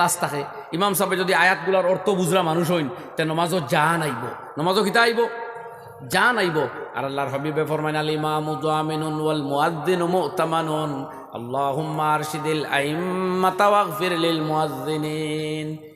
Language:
Sylheti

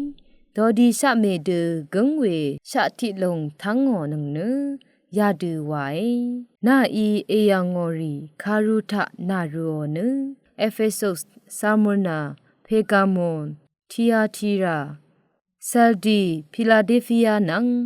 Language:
Rawang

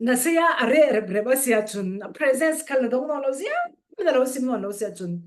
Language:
Falam Chin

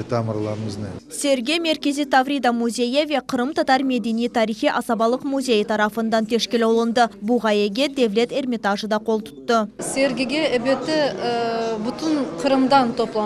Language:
Crimean Tatar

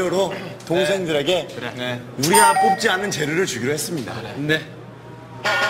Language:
Korean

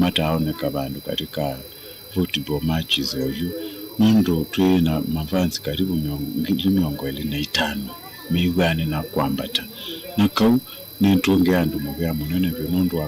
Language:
Kamba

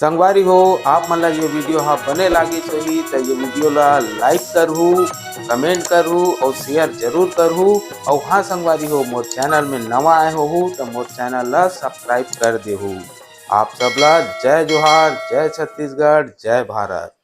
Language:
Chhattisgarhi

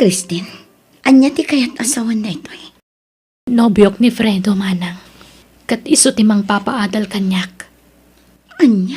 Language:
Iloko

